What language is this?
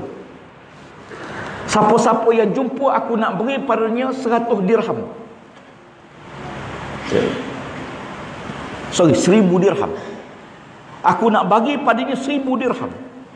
Malay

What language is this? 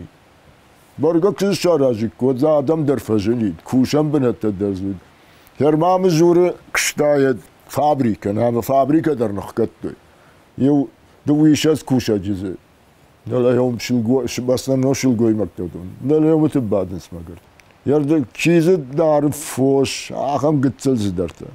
Ossetic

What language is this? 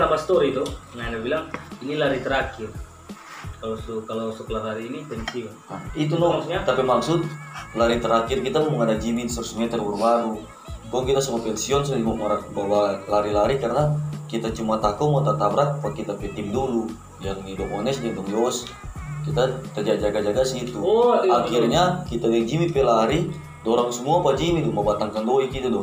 Manado Malay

